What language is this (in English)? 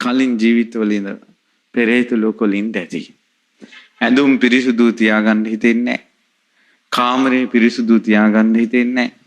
Sinhala